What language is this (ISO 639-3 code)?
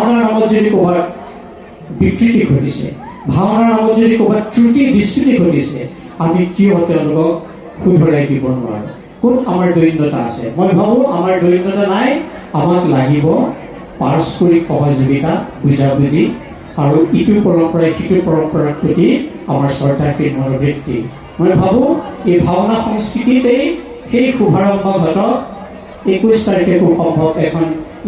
asm